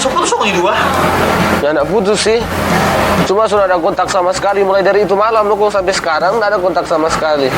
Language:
Manado Malay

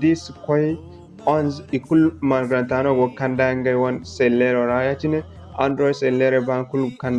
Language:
Zarma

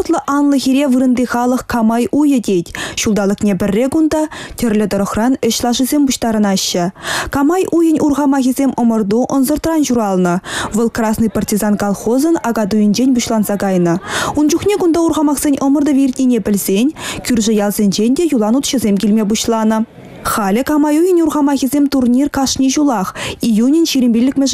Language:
Chuvash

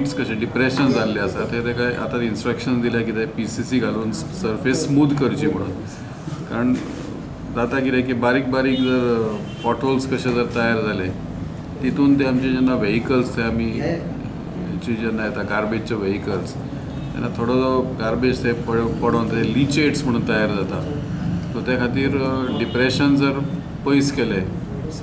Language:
Konkani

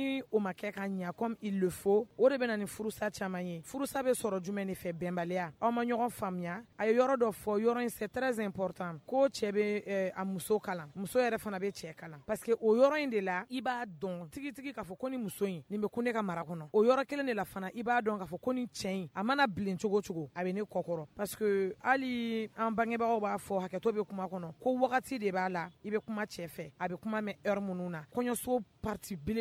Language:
Bambara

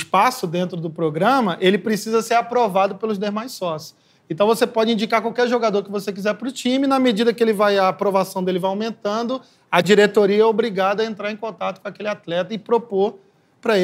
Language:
Portuguese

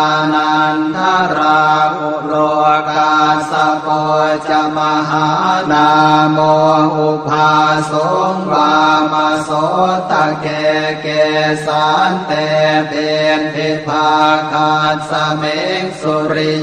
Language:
Pali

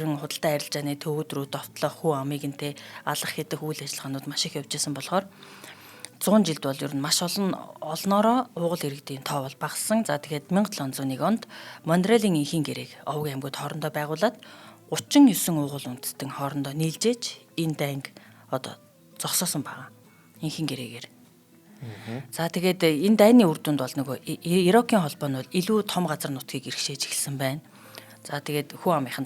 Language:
Mongolian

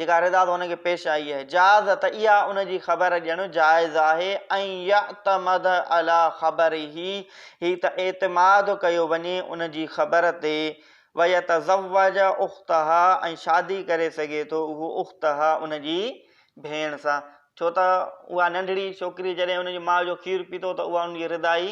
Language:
Sindhi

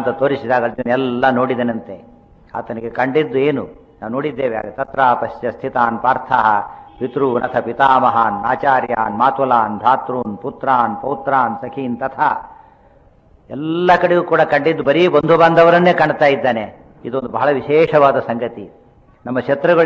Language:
Kannada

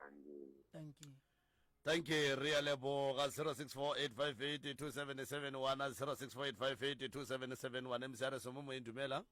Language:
Northern Sotho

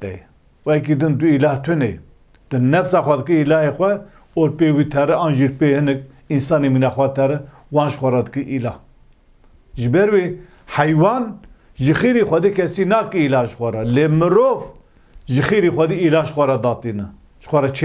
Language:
Kurdish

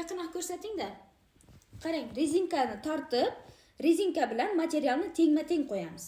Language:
Uzbek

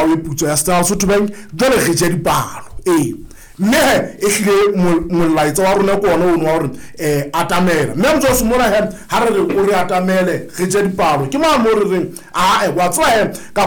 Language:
Southern Sotho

